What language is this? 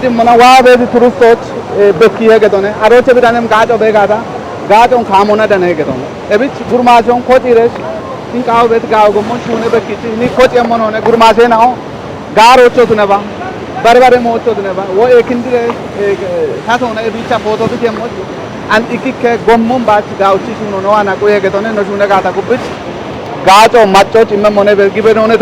Kafa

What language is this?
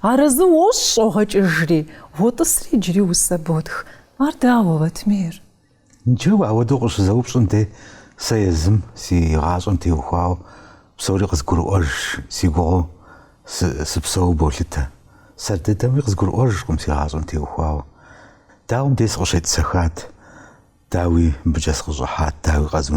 Kabardian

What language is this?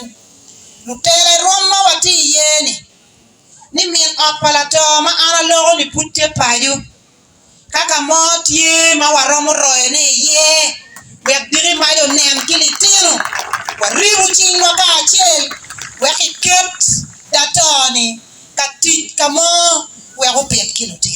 Acoli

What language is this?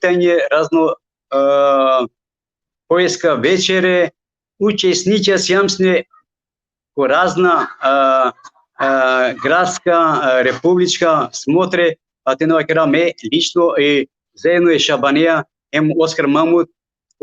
Balkan Romani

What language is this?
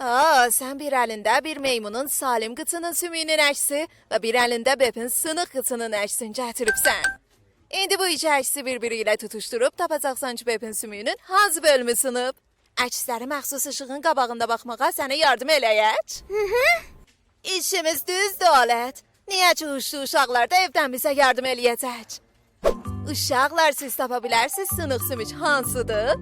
South Azerbaijani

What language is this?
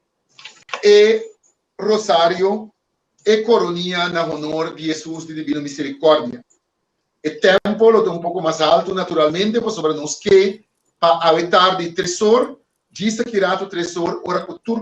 Papiamento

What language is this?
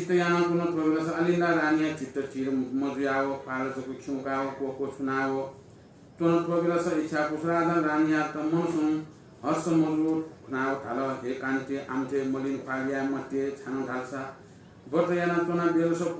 Newari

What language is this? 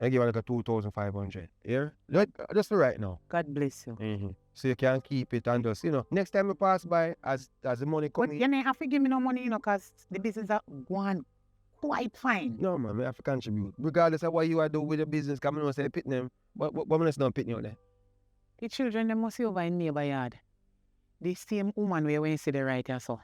Jamaican Creole English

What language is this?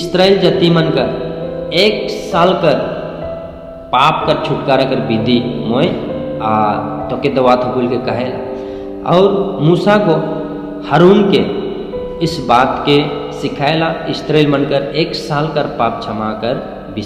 Sadri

